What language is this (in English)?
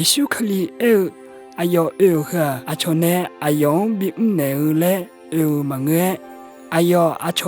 Akha